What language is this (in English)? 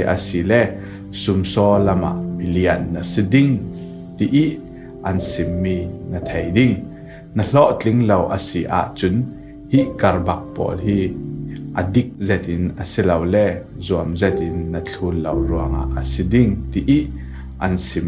Falam Chin